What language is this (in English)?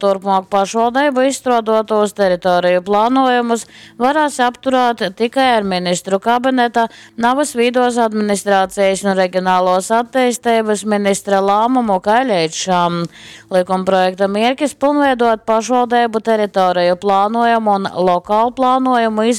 Latgalian